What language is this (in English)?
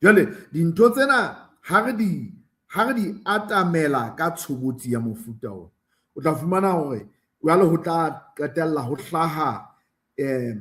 Southern Sotho